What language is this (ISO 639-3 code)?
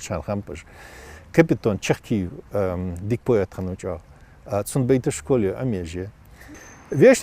inh